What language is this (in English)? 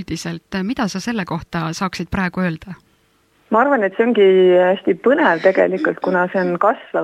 Estonian